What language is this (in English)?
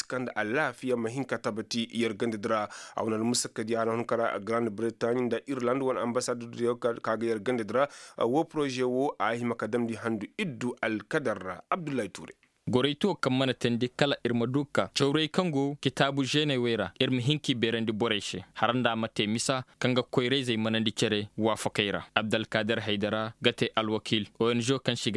Koyraboro Senni